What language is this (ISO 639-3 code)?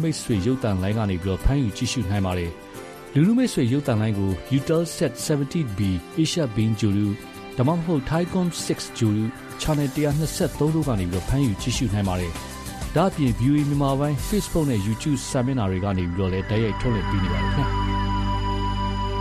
mya